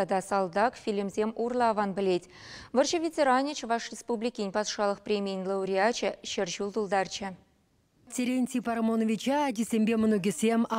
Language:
Chuvash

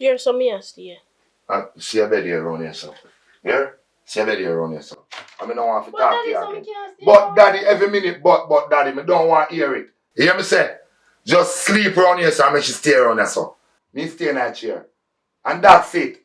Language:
Jamaican Creole English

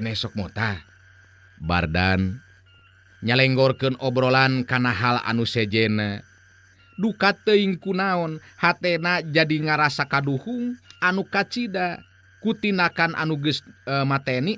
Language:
Sundanese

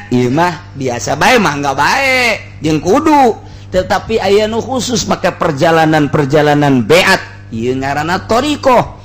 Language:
Sundanese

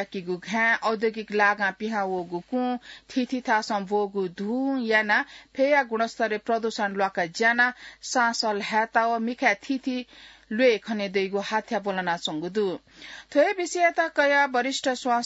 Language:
Newari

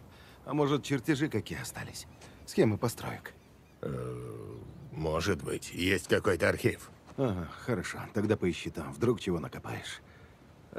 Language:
Russian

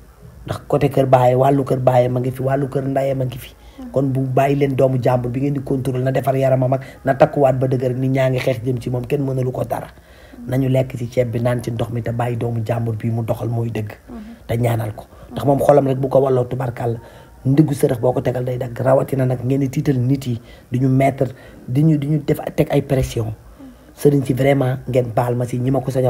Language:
Wolof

